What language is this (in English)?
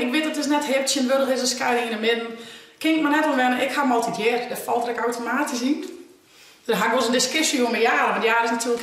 Western Frisian